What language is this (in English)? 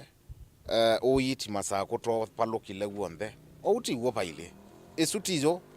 Kamba